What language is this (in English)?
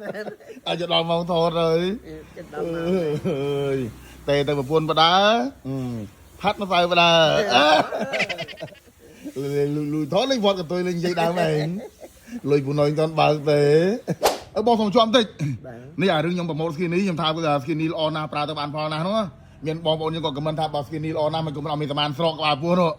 Khmer